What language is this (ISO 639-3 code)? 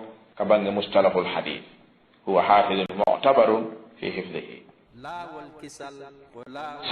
ful